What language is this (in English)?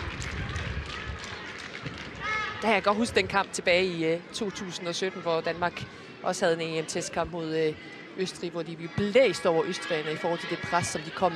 Danish